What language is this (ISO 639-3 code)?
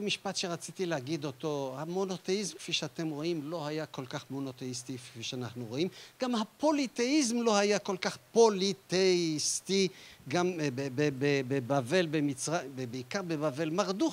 heb